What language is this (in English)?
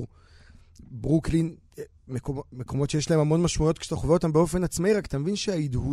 Hebrew